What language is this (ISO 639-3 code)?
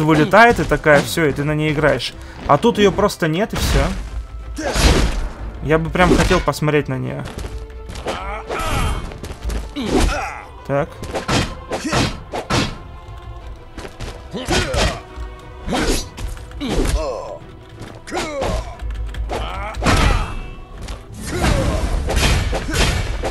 rus